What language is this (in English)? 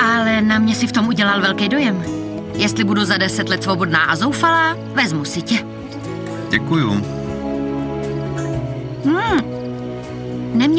Czech